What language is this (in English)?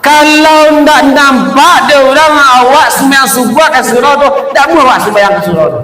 Minangkabau